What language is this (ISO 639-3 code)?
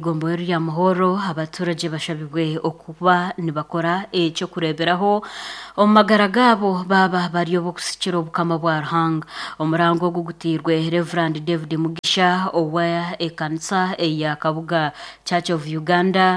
nyn